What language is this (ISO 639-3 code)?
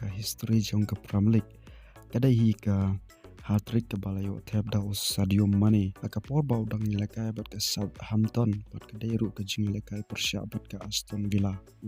kha